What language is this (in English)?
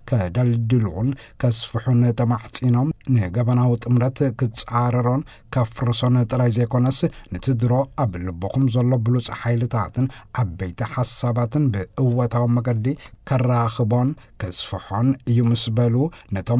Tigrinya